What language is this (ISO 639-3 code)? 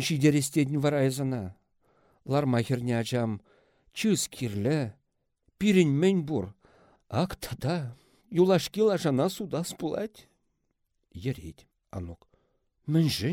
chv